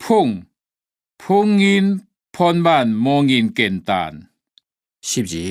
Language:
Hakka Chinese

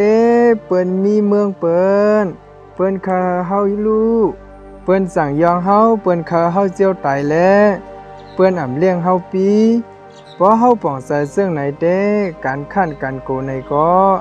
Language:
Shan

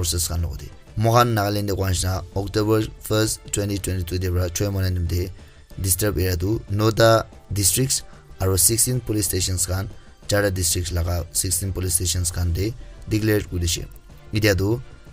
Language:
Naga Pidgin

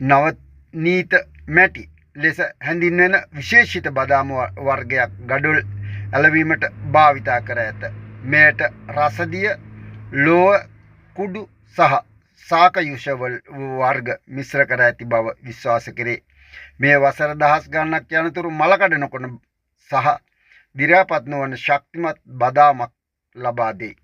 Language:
Sinhala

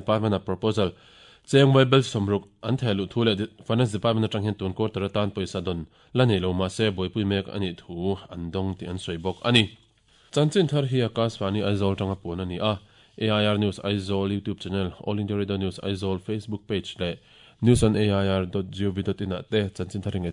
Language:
Mizo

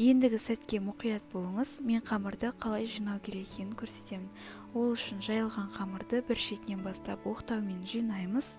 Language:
Kazakh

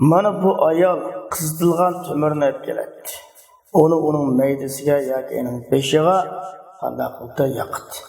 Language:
Uyghur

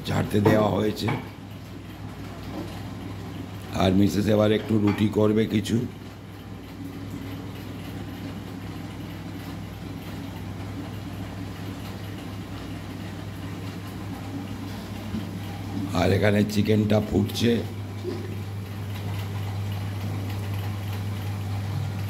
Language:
Bangla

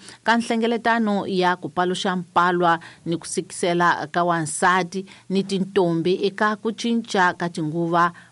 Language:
Tsonga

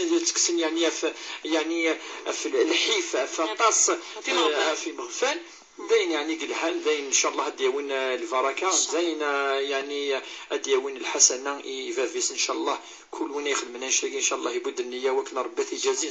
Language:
Kabyle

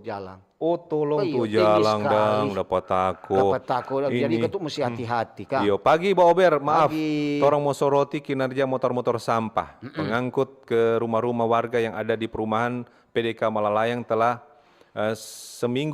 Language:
Manado Malay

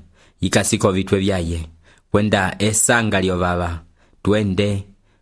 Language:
Umbundu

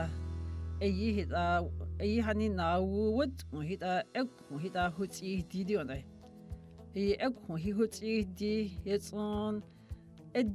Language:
Dogrib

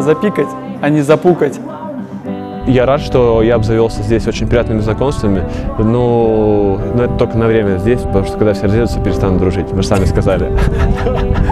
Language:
Russian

